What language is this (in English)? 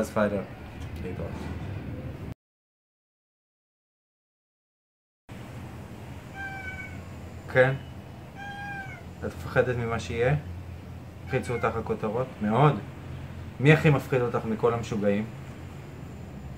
Hebrew